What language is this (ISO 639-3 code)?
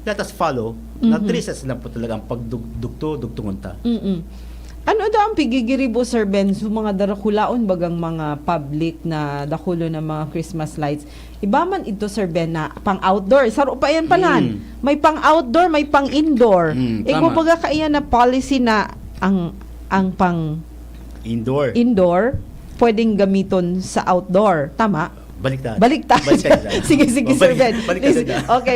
bik